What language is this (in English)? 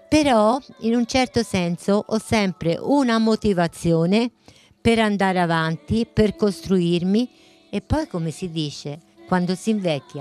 Italian